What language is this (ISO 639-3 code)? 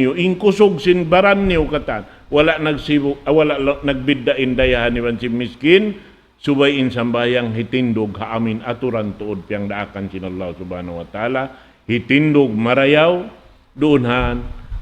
tsg